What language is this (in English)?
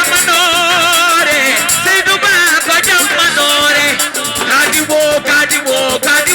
Fula